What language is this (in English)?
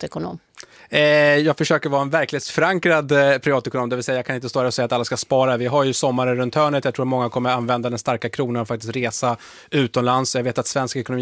Swedish